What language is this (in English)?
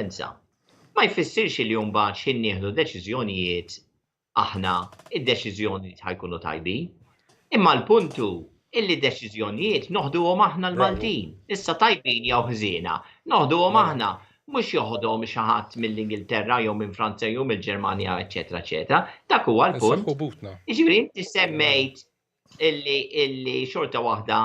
Maltese